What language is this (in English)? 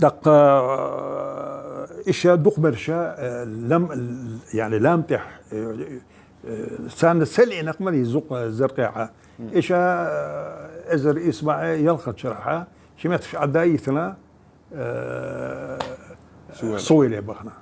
Chechen